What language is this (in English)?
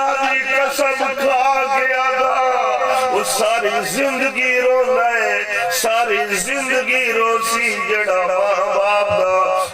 Saraiki